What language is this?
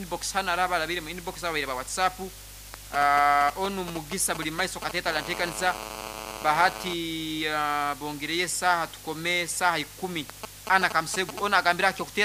Nyoro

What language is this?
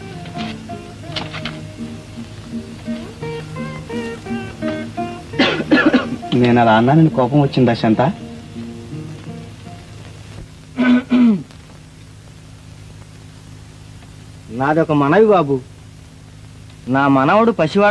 Telugu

